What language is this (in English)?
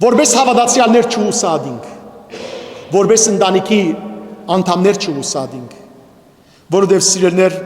Western Armenian